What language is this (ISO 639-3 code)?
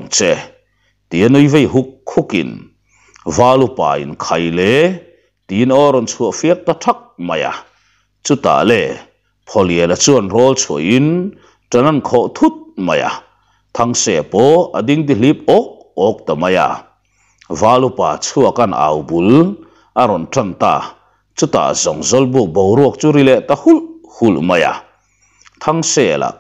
lus